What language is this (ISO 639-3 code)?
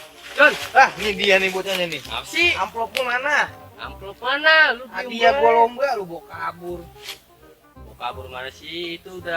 bew